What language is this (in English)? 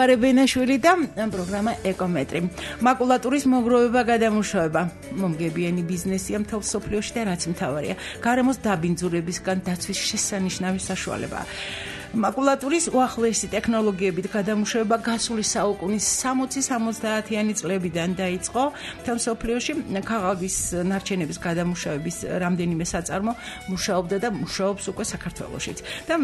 Georgian